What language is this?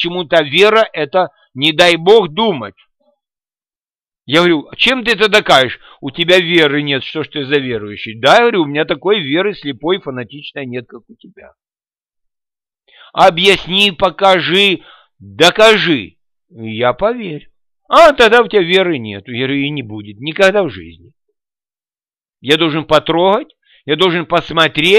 Russian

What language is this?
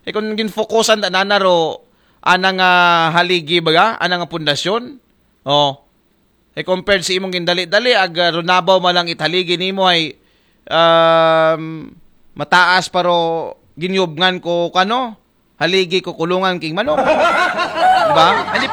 Aklanon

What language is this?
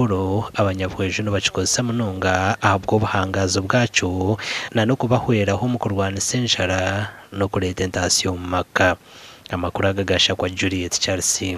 Nyankole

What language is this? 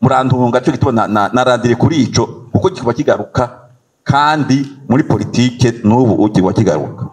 Rundi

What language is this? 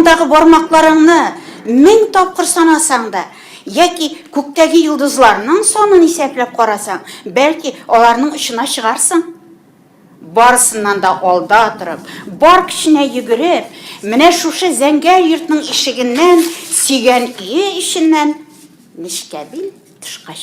Tatar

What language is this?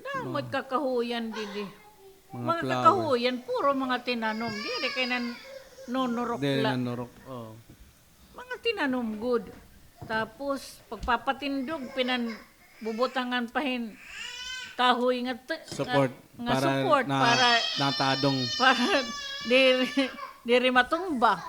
Waray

